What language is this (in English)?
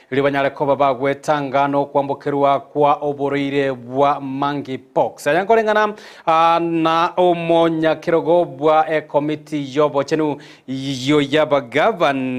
Gusii